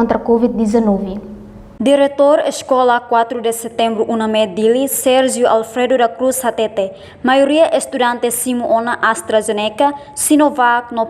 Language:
Tetum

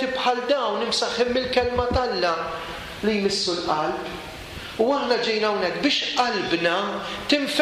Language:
Maltese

